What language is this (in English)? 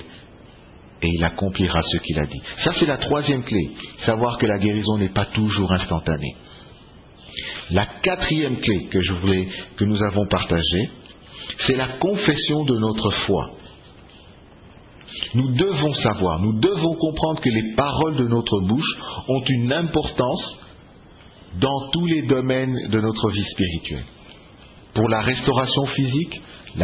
French